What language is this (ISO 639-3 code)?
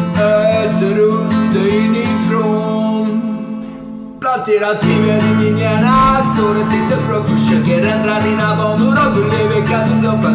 swe